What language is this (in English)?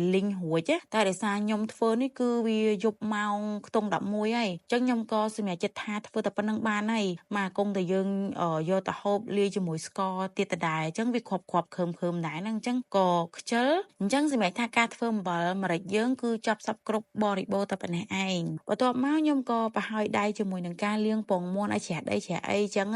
Khmer